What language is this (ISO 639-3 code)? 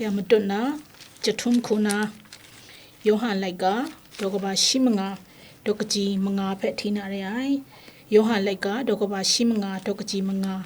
kac